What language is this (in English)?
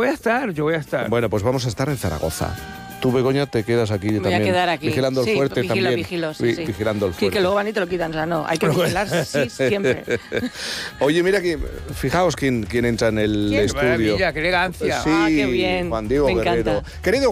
Spanish